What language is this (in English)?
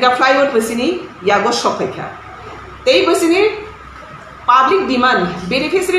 Kok Borok